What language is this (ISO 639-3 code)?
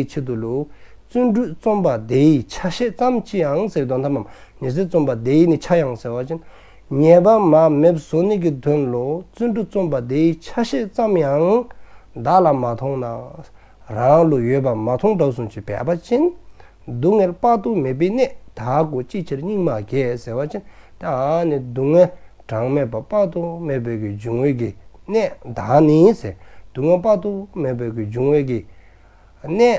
dzo